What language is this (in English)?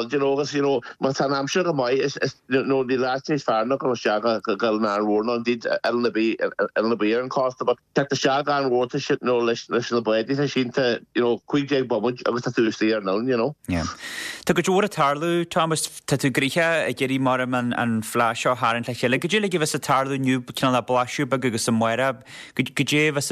Irish